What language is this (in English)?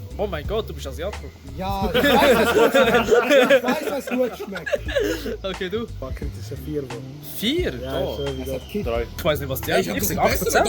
Swiss German